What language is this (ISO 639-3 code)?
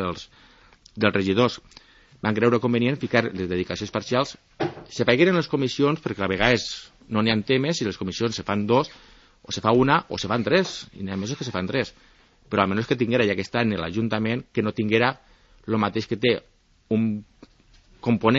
cat